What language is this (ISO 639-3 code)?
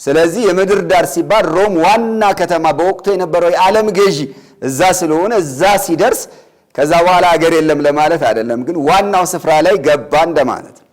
amh